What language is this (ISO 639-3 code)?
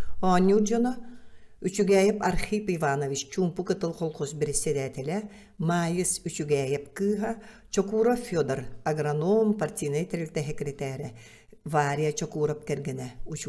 sah